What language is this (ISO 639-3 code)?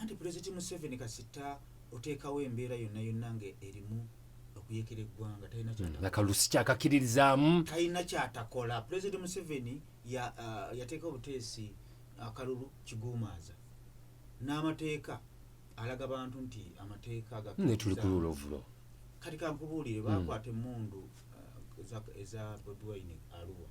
lug